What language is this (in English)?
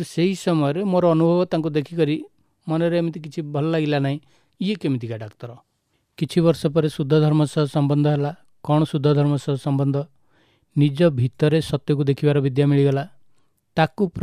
Odia